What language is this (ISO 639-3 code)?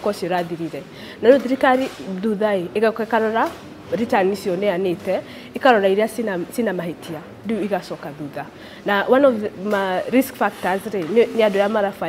kik